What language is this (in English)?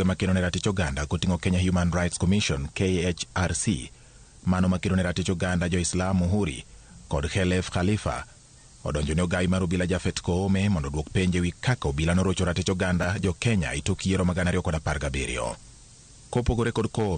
Luo (Kenya and Tanzania)